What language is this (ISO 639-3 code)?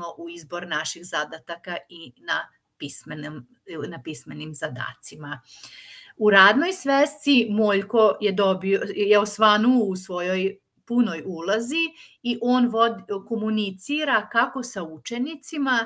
srp